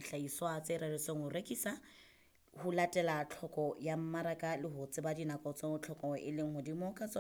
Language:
Southern Sotho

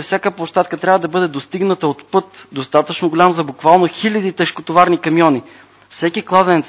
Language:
Bulgarian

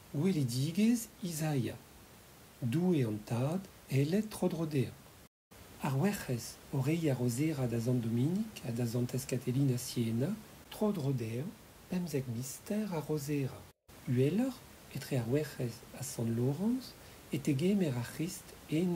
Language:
Breton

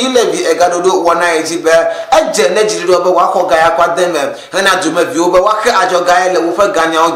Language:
Ewe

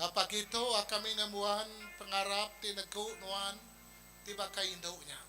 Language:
Iban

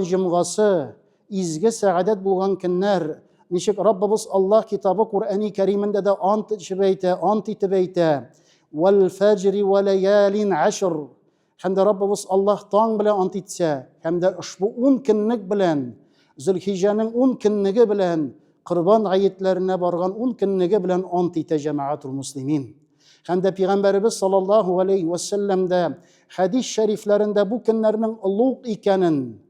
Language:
Tatar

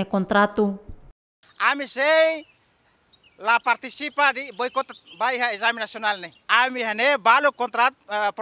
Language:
Tetum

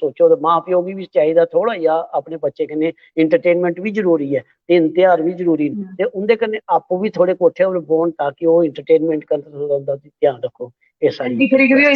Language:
Dogri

